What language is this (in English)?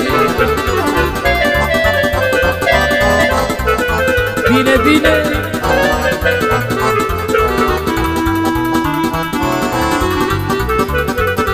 Romanian